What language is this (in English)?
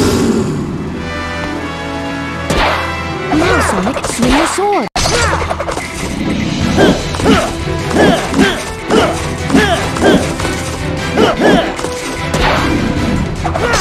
English